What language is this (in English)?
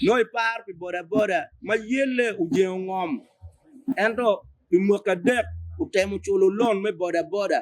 Acoli